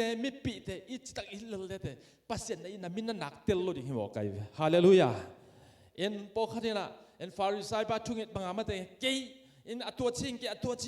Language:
Tedim Chin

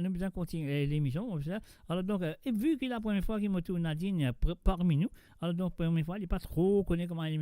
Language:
Morisyen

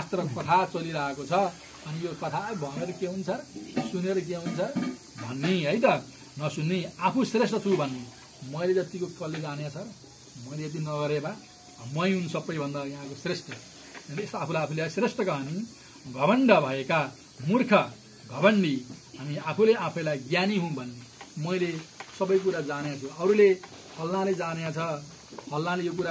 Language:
Nepali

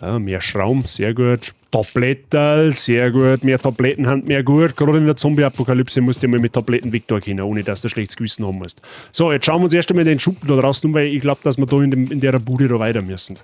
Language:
Bavarian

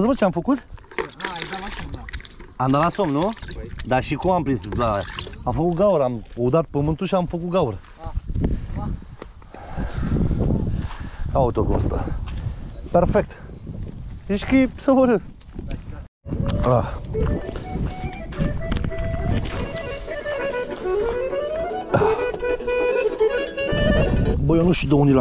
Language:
Romanian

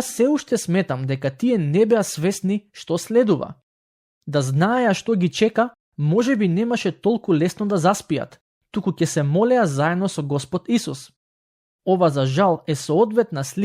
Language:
Macedonian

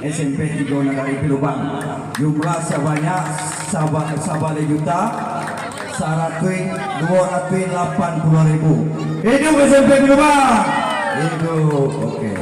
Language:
Minangkabau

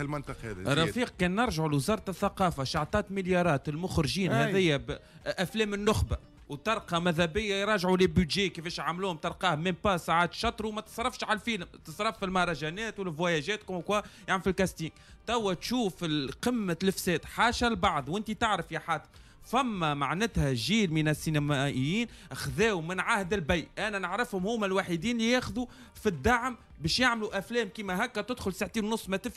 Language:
Tunisian Arabic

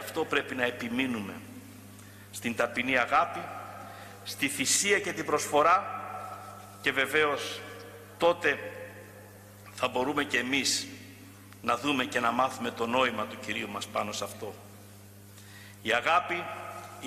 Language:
Greek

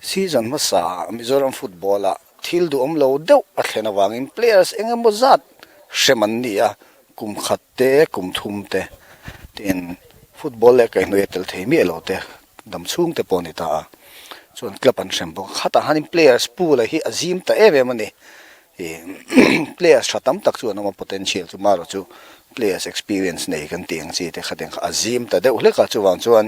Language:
Mizo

